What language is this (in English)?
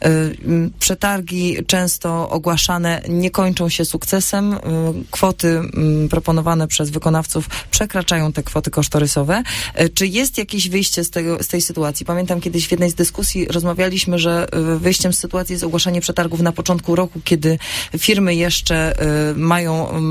Polish